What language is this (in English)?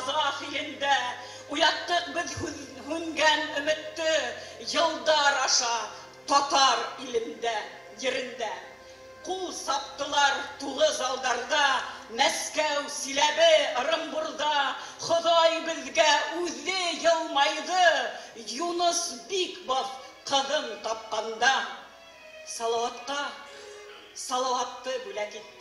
Bashkir